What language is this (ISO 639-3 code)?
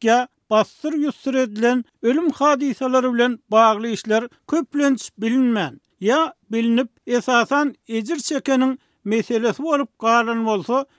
tuk